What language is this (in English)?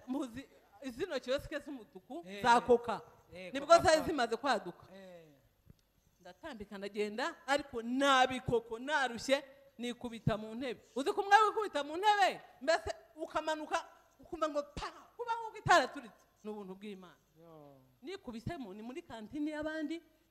Kinyarwanda